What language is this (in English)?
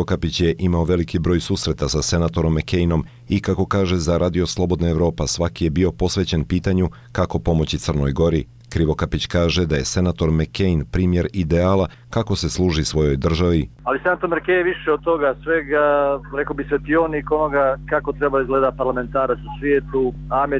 Serbian